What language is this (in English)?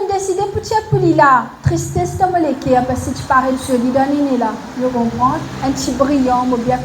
Morisyen